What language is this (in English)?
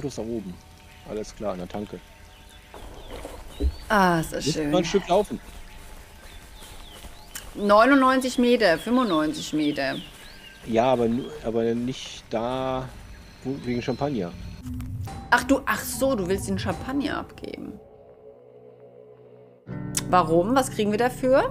German